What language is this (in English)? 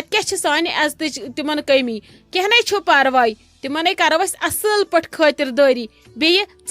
Kashmiri